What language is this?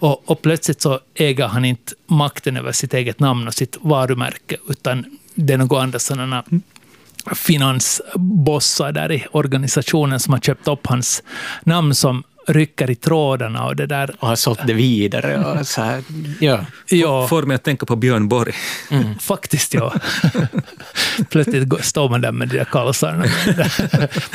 Swedish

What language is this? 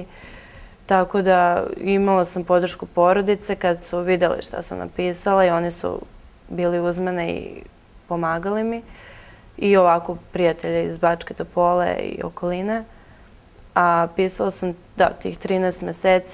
Serbian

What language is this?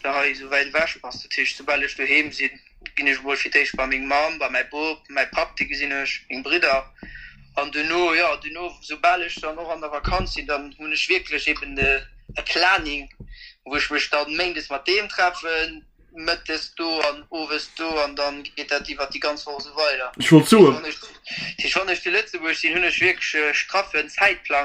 Luxembourgish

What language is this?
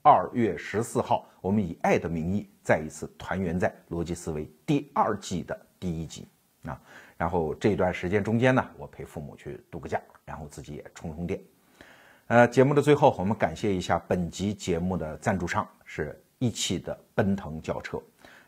Chinese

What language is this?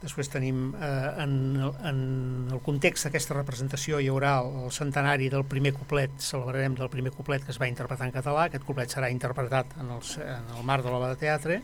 Catalan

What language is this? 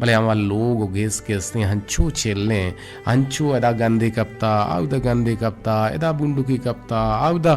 Eastern Balochi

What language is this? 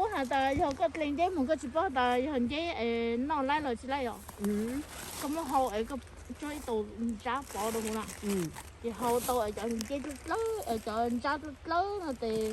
Hmong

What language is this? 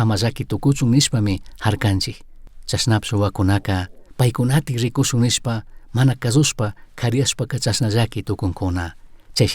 Chimborazo Highland Quichua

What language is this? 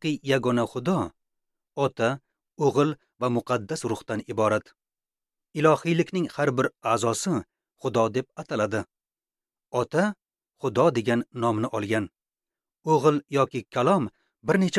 Uzbek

